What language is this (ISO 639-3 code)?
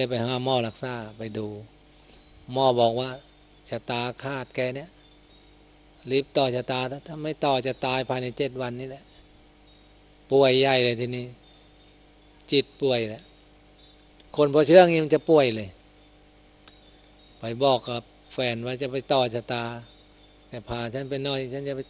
tha